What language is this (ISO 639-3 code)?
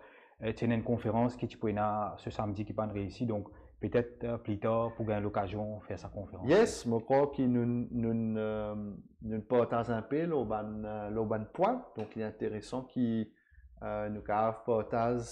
mfe